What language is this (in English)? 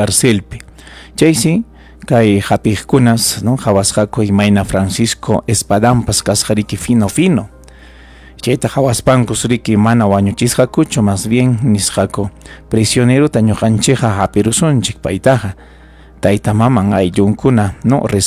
Ayacucho Quechua